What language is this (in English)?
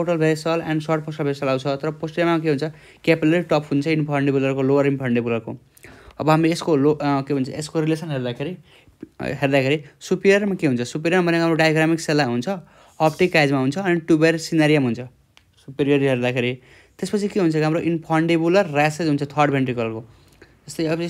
Nepali